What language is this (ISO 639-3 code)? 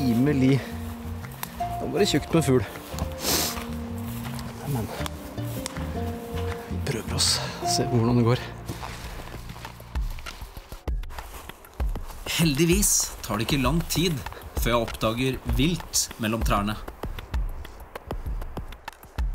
nor